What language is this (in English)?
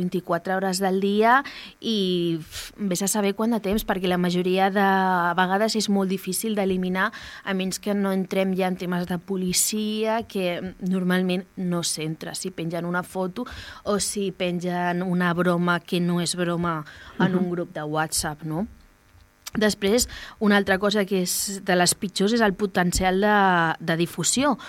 Catalan